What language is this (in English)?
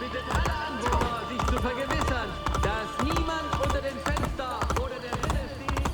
Bavarian